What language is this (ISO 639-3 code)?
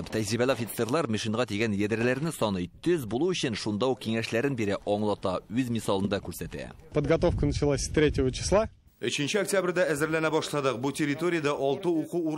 tat